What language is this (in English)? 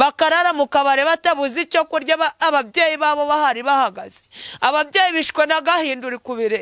Kinyarwanda